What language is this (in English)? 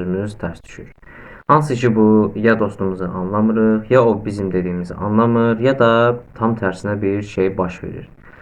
Azerbaijani